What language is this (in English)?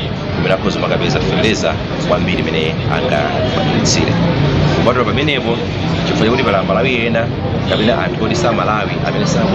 Nyanja